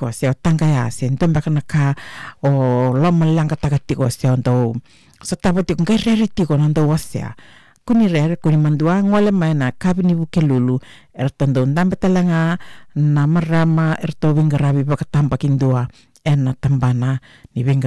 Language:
Fijian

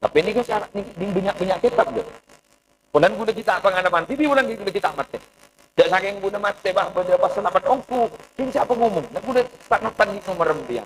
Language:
Madurese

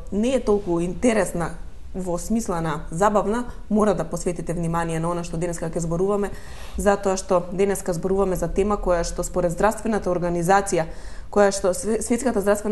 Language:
Macedonian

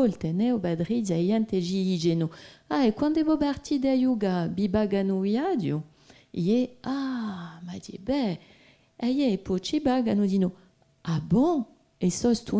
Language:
Corsican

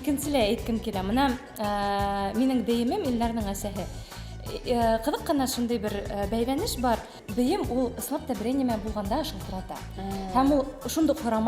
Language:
Bashkir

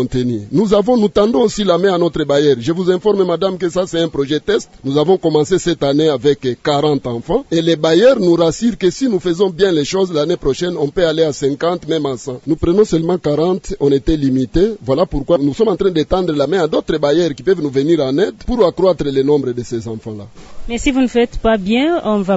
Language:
French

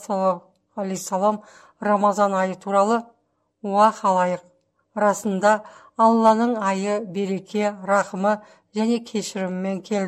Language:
Kazakh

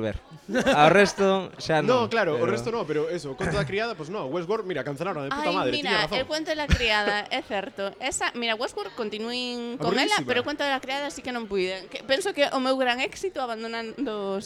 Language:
Galician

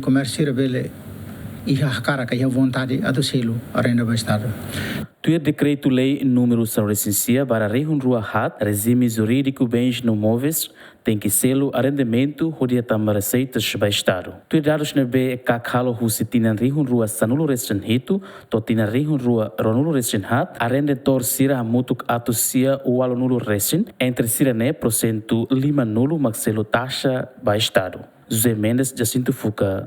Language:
Tetum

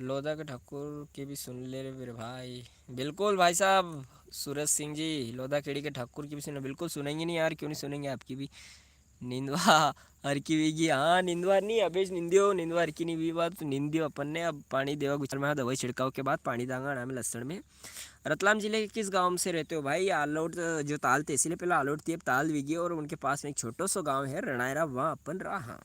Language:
Rajasthani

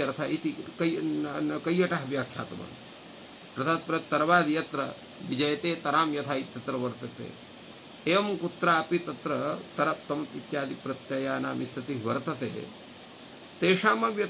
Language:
Sanskrit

